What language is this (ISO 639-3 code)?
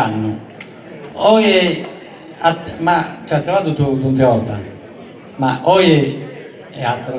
srd